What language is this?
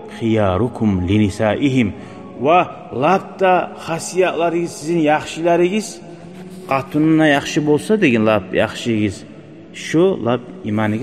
Kumyk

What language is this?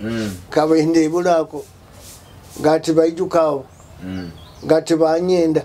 Nyoro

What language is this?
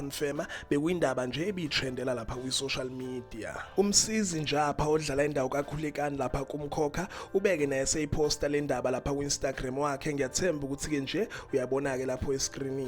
Zulu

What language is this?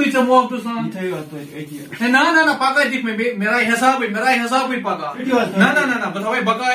Kashmiri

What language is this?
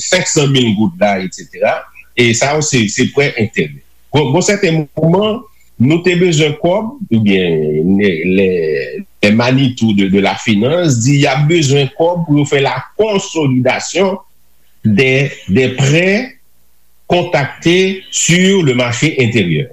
Haitian Creole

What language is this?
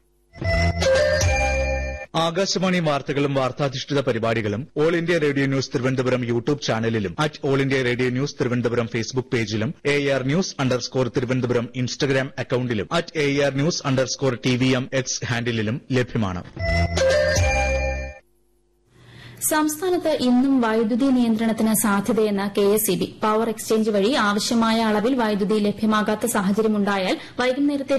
Malayalam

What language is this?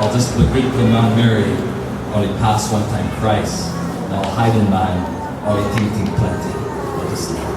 Tok Pisin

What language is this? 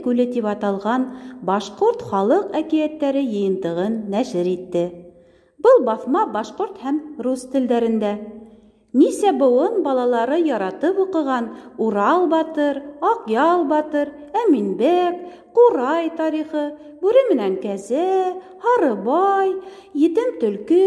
Bashkir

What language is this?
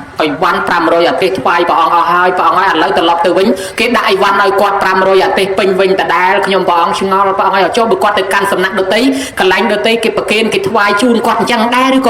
Khmer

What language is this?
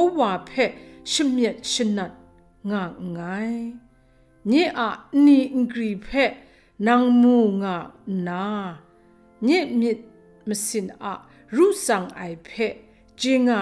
Kachin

